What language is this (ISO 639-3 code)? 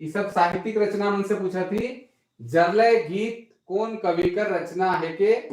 sck